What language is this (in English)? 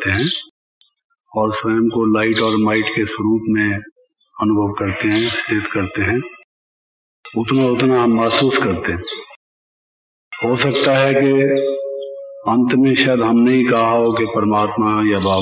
Hindi